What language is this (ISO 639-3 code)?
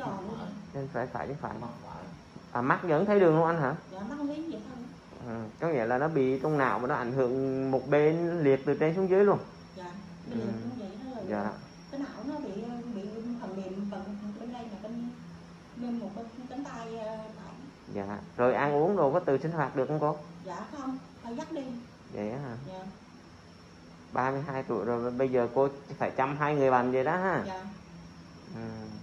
vie